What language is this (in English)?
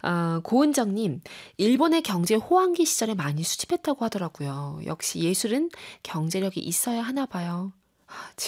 Korean